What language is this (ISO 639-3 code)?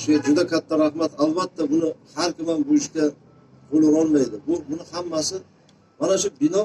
uzb